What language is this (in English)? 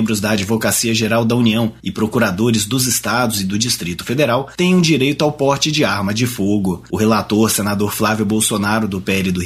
Portuguese